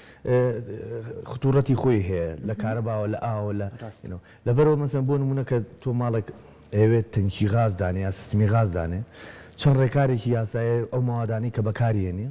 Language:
Central Kurdish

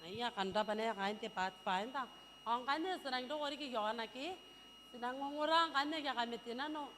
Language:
Gilbertese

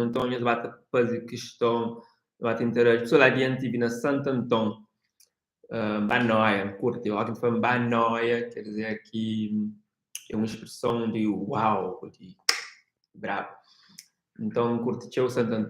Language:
Kabuverdianu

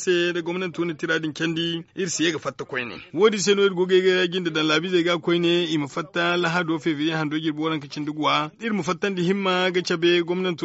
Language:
Zarma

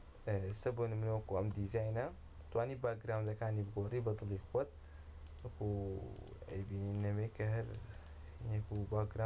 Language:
Central Kurdish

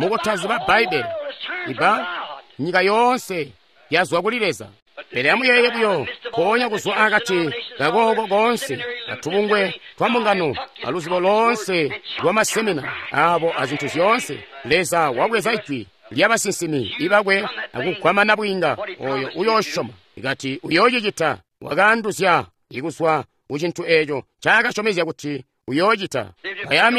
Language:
Tonga (Zambia)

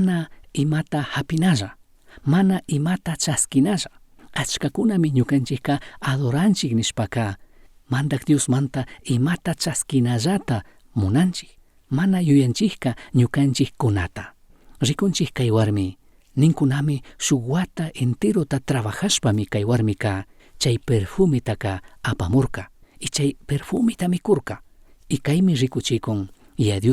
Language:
Chimborazo Highland Quichua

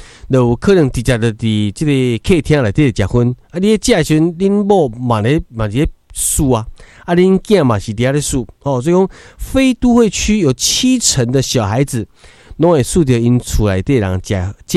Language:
Min Nan Chinese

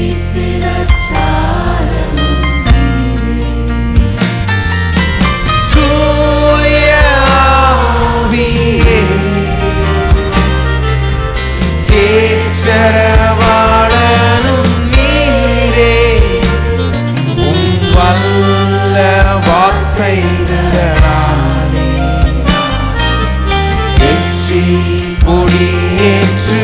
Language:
Tamil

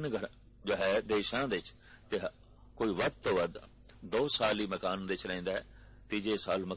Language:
Punjabi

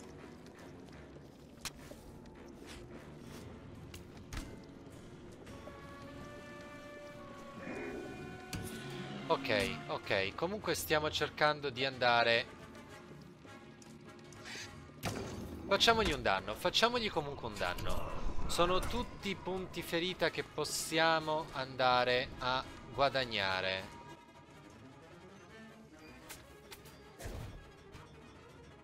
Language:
Italian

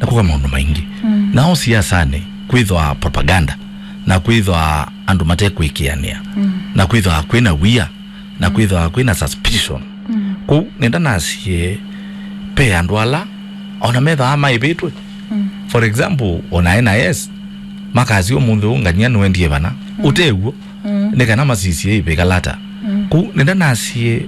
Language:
Kamba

